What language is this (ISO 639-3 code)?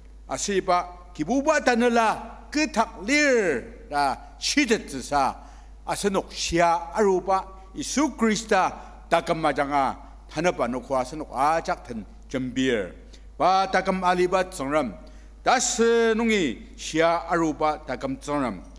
njo